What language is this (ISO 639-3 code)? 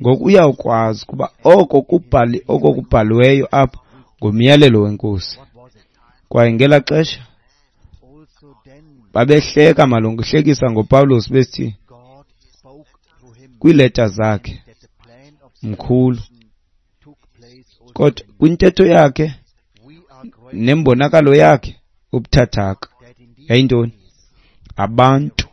xho